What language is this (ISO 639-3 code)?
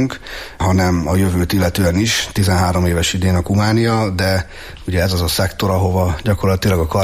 hun